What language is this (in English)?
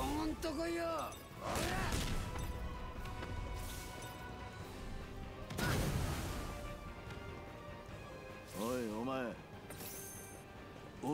Japanese